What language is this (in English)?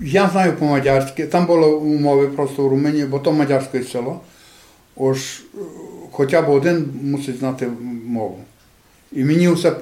Rusyn